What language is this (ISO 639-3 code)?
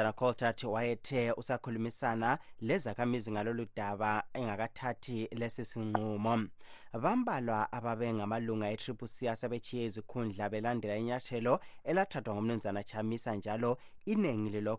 nde